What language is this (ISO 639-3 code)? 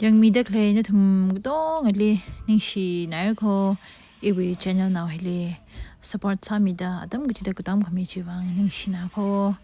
nmf